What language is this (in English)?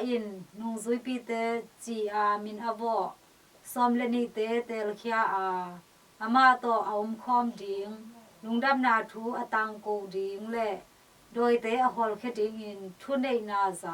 Tedim Chin